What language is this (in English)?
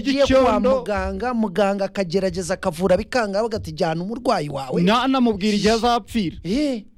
Kinyarwanda